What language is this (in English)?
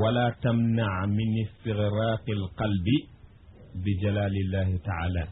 Wolof